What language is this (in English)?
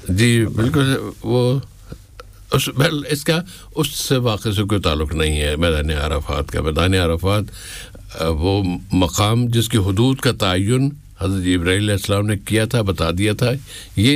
Urdu